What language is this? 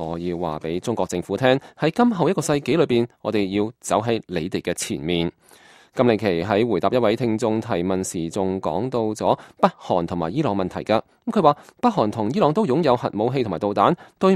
Cantonese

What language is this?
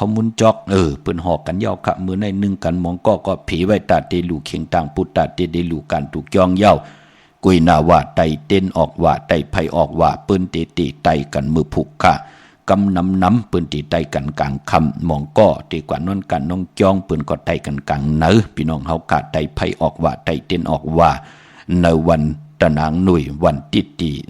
Shan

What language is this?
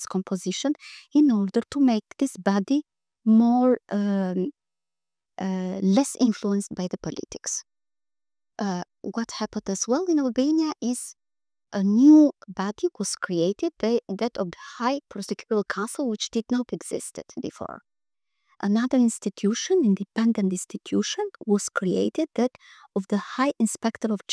English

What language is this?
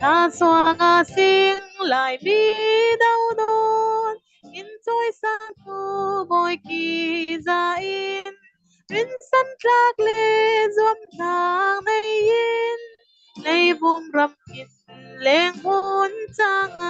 Falam Chin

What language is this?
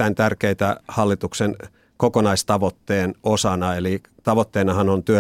Finnish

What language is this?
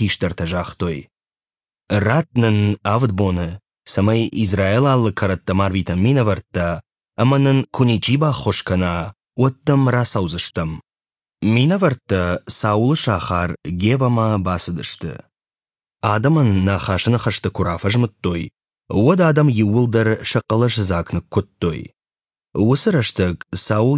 Ossetic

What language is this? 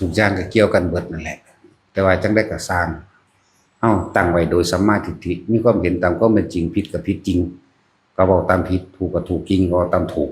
Northeastern Thai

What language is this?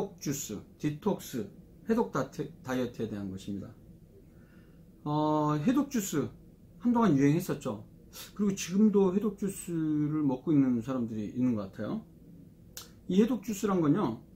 Korean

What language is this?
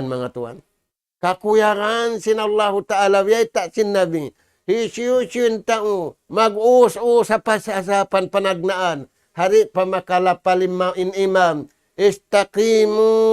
Tausug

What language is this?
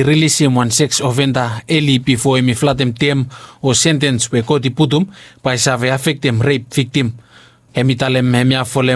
Bislama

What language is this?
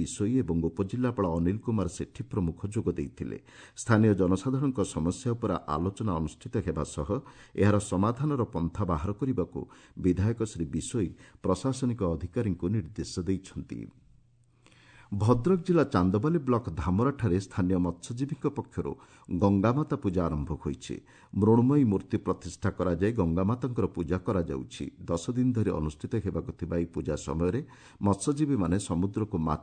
Odia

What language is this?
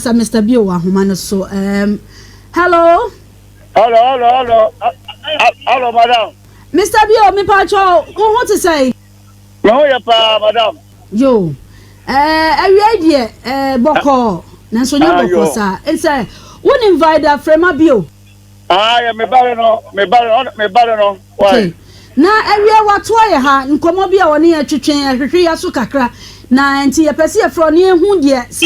Akan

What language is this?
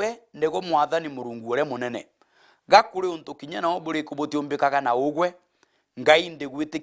Meru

